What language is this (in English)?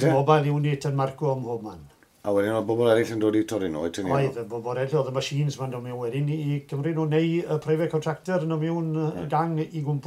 Welsh